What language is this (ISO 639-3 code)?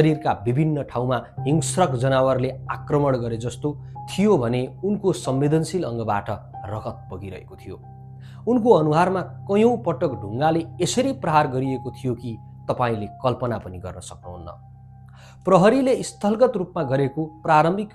nep